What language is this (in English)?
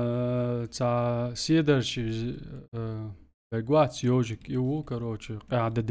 Chechen